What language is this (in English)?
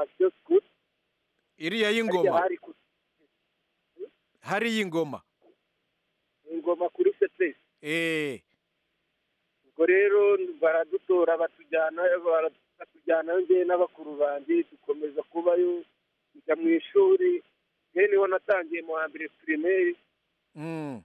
Kinyarwanda